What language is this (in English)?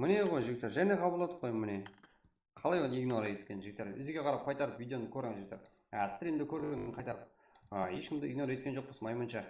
Kara-Kalpak